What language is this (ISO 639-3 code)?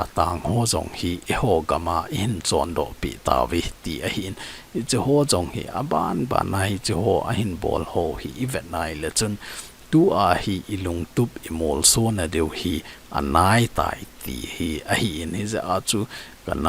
tcz